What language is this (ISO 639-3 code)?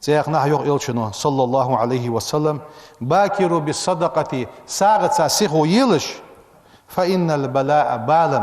inh